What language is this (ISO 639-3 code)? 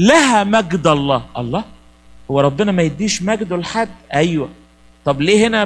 arz